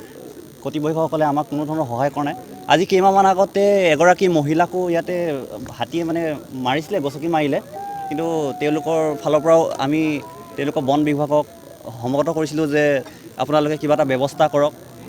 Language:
Assamese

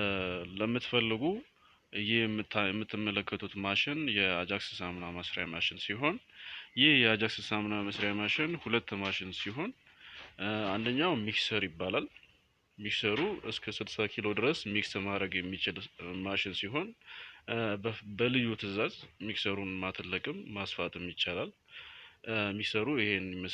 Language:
Amharic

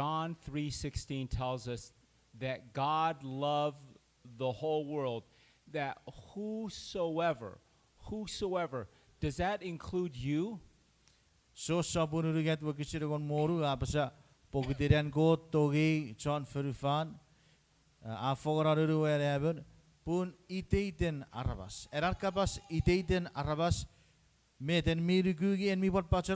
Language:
Chuukese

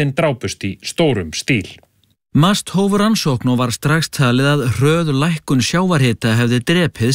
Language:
Icelandic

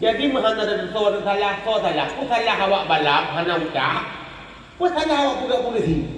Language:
Achinese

